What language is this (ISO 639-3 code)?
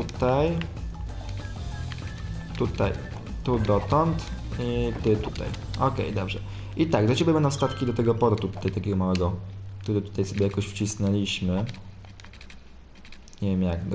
pol